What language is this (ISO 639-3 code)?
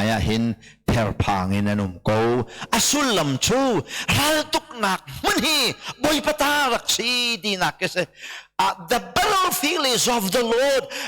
cnh